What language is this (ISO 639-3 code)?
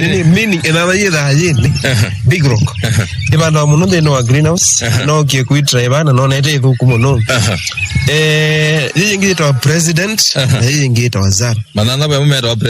kam